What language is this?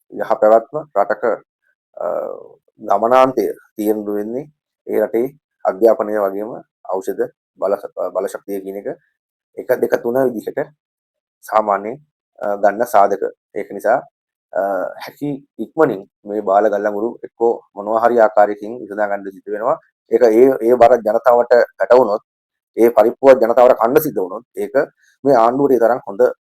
Sinhala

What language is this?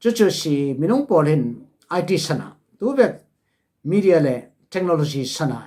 Falam Chin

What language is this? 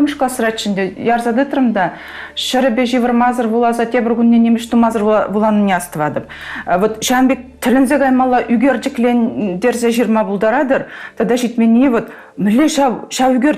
Chuvash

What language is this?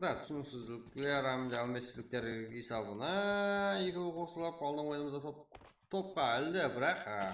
Kara-Kalpak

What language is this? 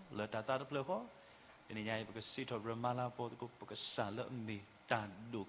S'gaw Karen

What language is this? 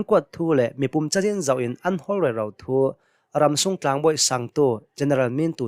Hakha Chin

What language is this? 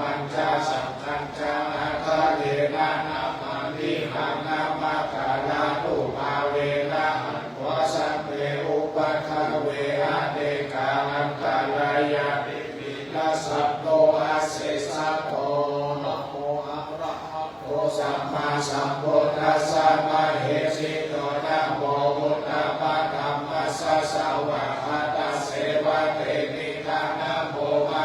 Pali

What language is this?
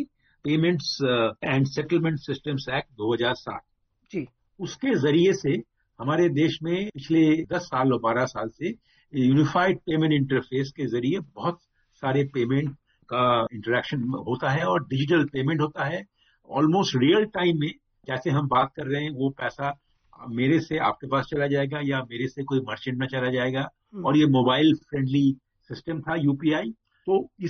Hindi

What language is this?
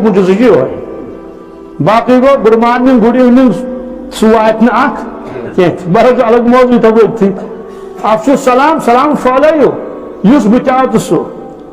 Kashmiri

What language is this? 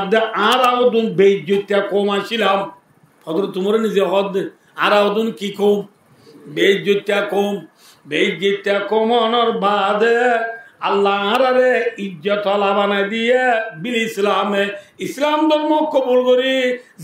Rohingya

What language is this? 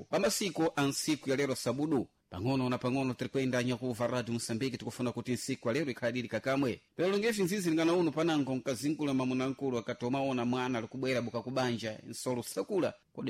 Sena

